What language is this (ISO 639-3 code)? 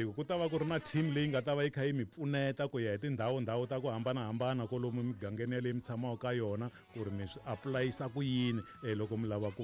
tso